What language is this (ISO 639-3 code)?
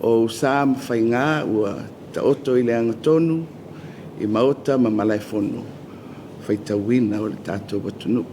smo